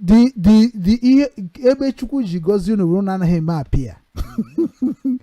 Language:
Igbo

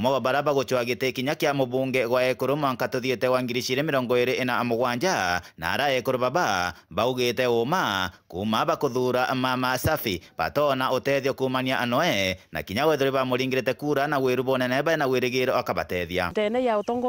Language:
Meru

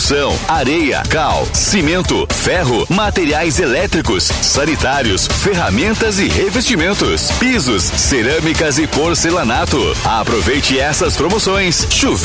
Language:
Portuguese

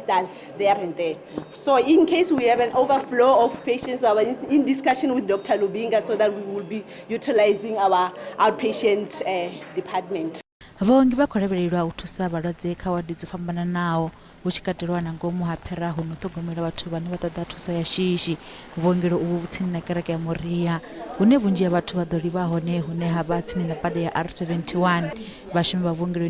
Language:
Venda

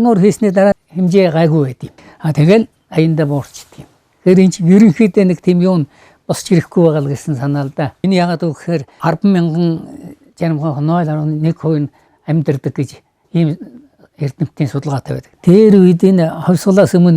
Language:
Mongolian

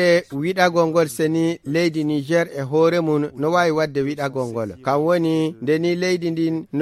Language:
Fula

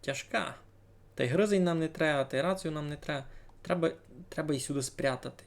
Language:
Rusyn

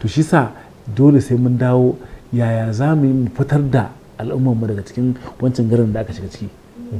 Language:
Hausa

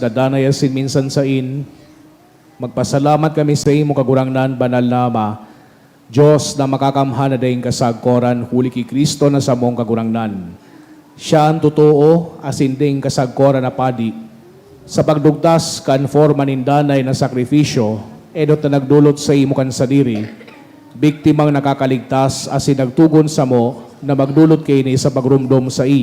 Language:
Bikol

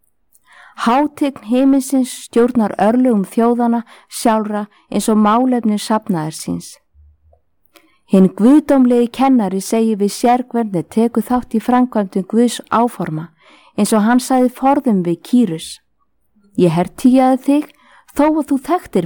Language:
Icelandic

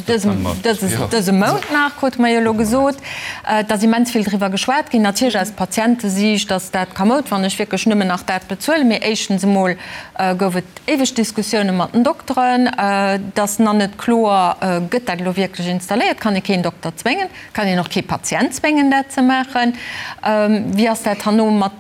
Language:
Luxembourgish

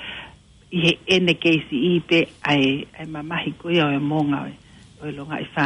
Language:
Tongan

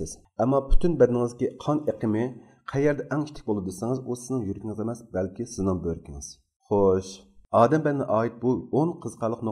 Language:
Uyghur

